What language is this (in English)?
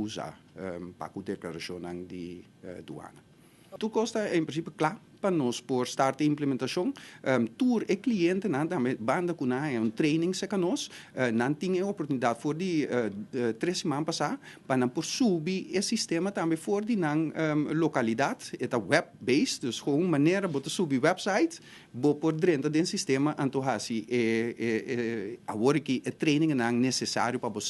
Papiamento